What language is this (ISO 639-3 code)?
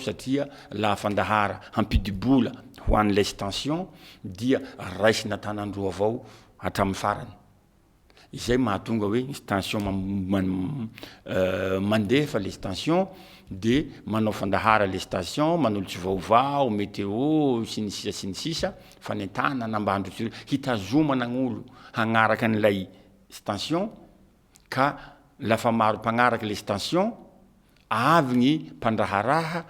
mlg